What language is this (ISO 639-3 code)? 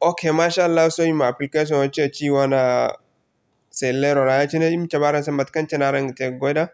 dje